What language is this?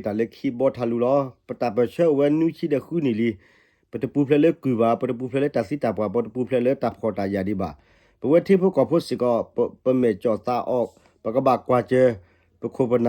S'gaw Karen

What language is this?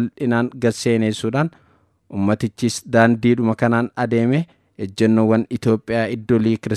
Oromo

